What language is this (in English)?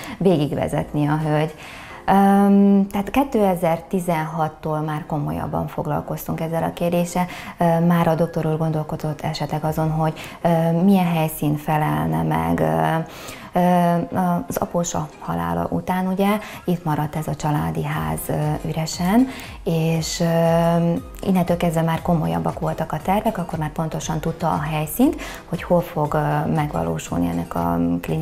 Hungarian